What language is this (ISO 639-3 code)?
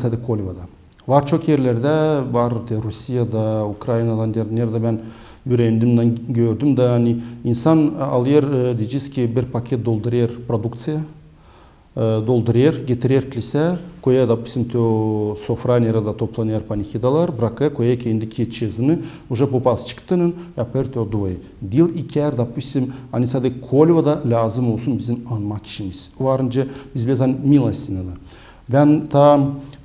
gag